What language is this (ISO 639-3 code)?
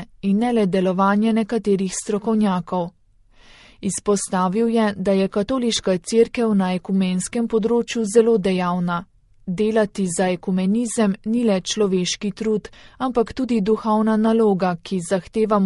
slv